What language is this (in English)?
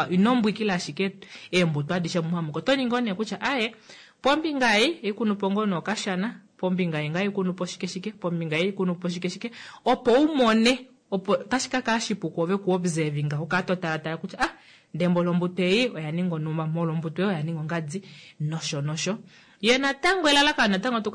Kuanyama